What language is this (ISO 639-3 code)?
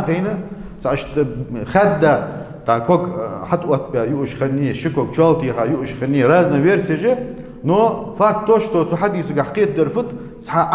inh